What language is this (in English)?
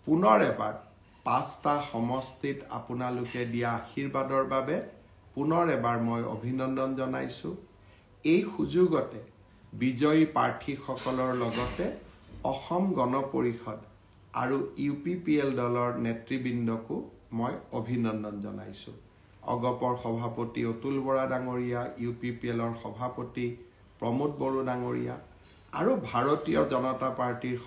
Assamese